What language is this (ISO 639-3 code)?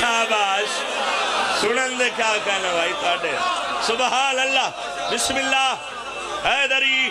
phr